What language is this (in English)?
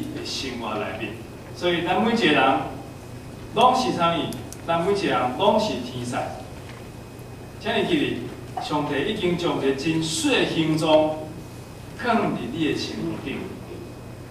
Min Nan Chinese